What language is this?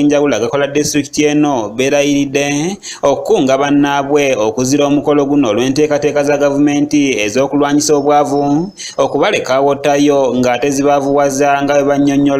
Ganda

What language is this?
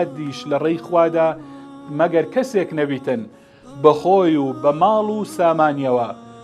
Central Kurdish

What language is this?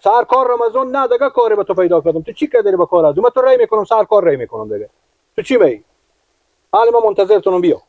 Persian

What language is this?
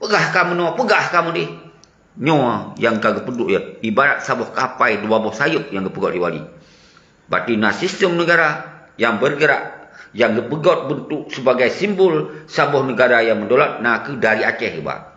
Achinese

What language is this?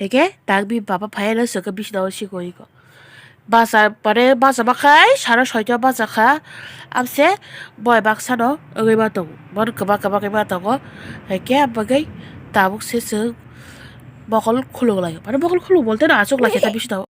Kok Borok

